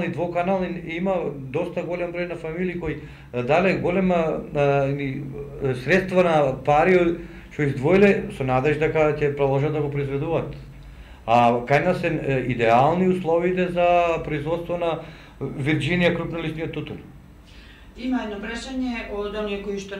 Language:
Macedonian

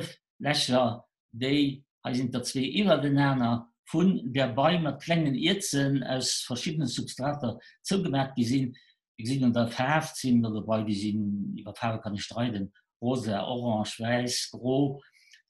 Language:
Luxembourgish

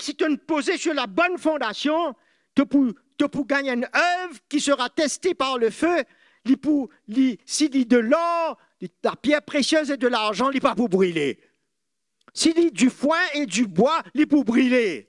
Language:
Morisyen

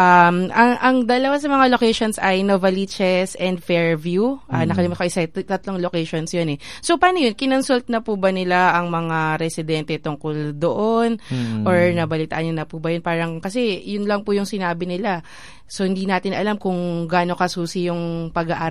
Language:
Filipino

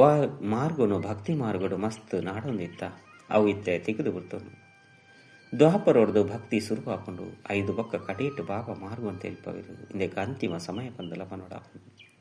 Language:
Tulu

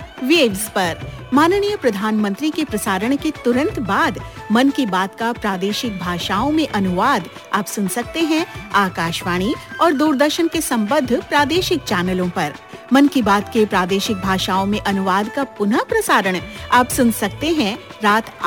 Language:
Hindi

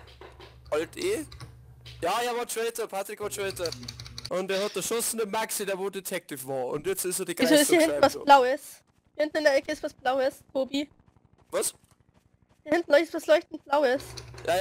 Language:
Bavarian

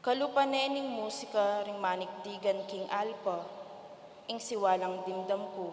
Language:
Pampanga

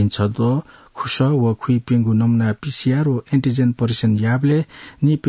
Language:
Newari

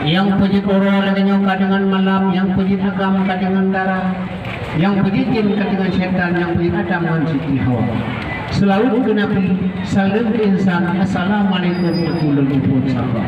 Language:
Achinese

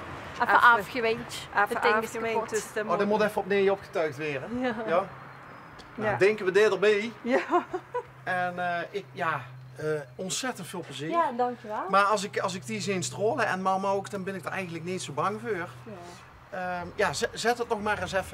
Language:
Limburgish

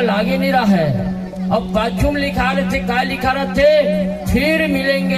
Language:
Chhattisgarhi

